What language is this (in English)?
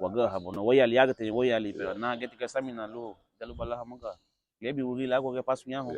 Garifuna